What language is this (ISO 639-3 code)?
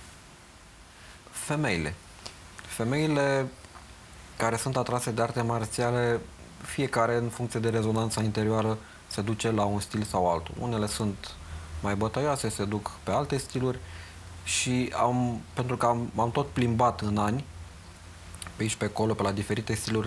ron